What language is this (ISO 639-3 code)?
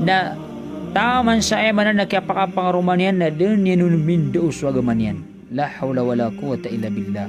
mrw